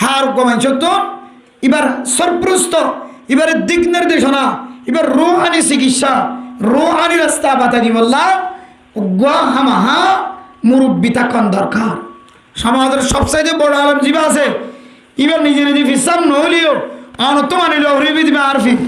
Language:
Rohingya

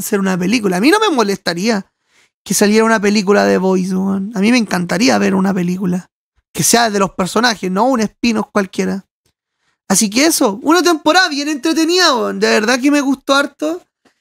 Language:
Spanish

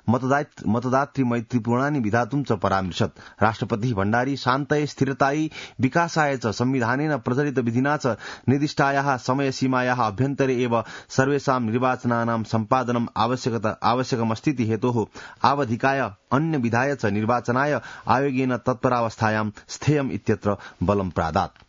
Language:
Sanskrit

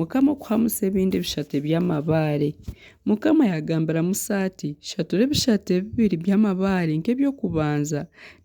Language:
Nyankole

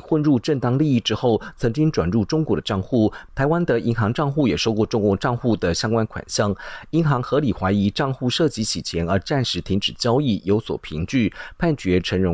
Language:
Chinese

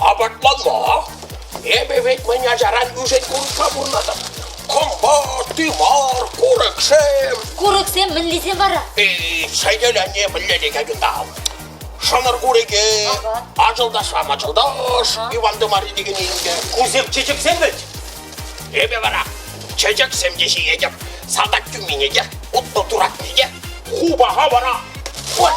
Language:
Chuvash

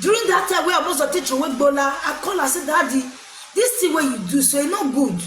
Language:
Nigerian Pidgin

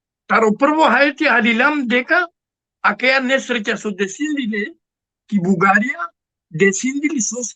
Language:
Balkan Romani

